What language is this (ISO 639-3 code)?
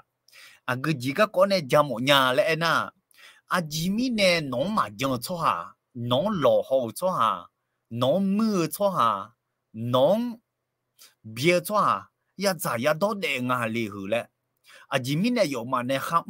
ahk